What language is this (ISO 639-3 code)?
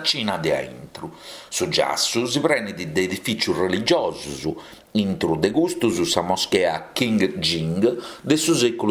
srd